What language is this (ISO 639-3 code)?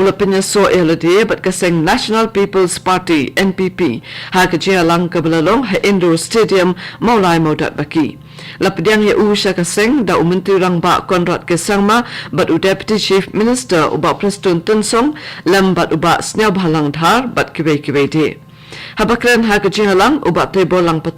kha